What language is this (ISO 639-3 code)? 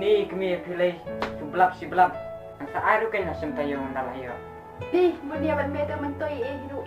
kha